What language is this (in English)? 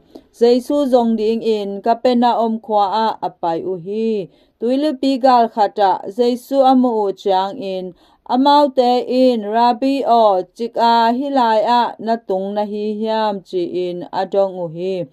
Tedim Chin